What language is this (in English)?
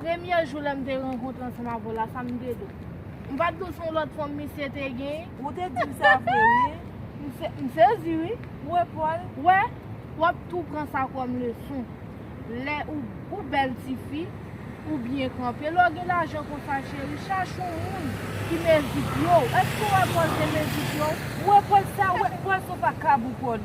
Haitian Creole